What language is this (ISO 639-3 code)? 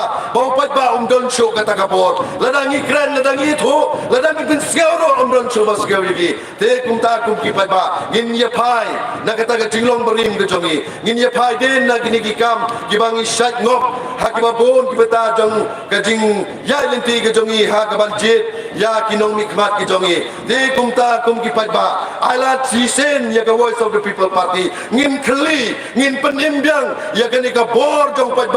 kha